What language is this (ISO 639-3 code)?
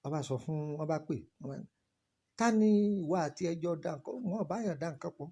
yor